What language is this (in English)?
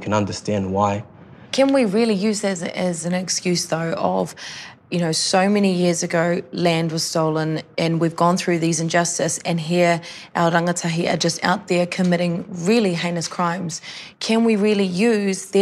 English